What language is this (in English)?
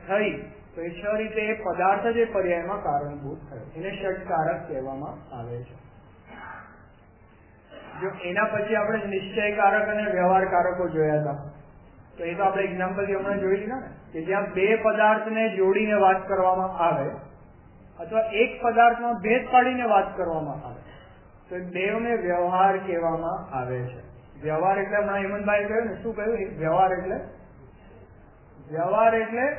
Gujarati